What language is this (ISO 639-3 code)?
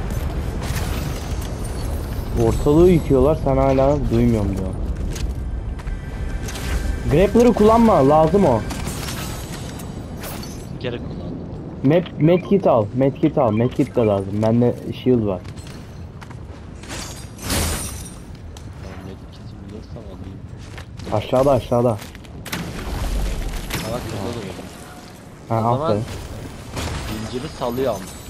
tur